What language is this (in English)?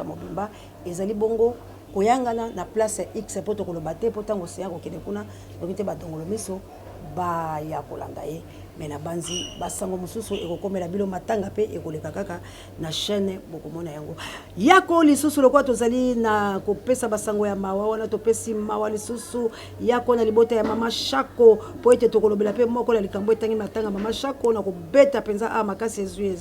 Lingala